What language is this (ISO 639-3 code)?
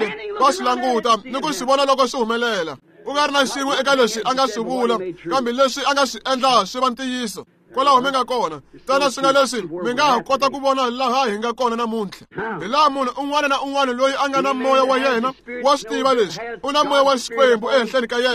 tso